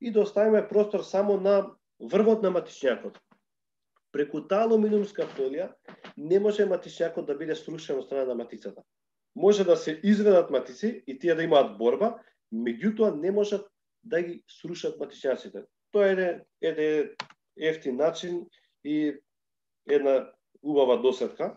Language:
Macedonian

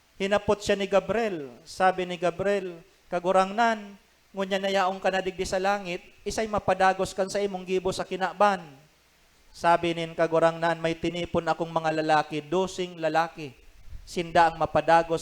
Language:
Bikol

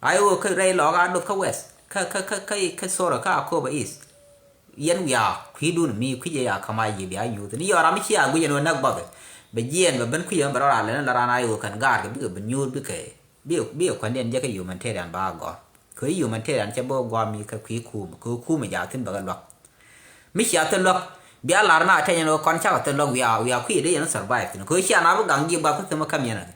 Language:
Nuer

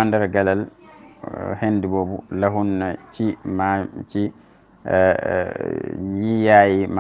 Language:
Wolof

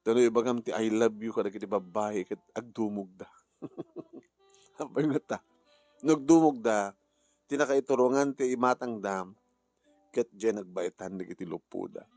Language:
Iloko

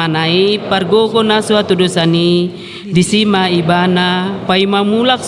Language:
Batak Toba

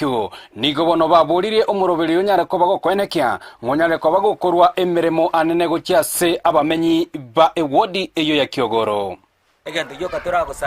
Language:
Gusii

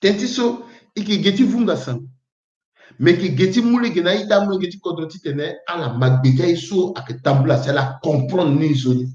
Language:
Sango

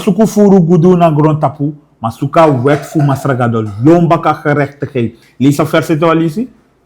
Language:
Sranan Tongo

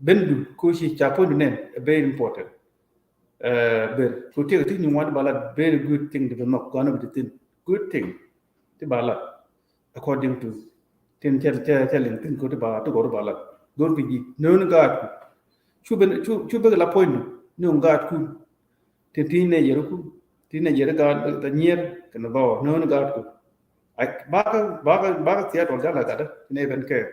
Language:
Nuer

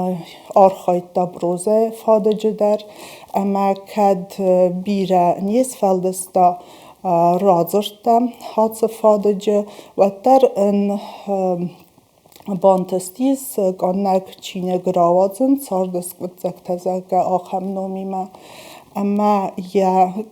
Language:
Ossetic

